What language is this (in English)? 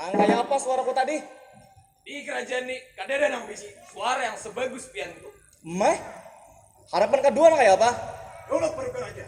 Banjar